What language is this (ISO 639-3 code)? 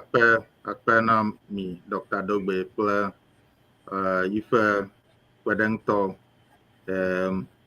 ewe